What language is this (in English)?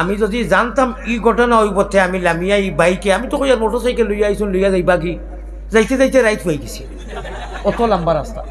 Sylheti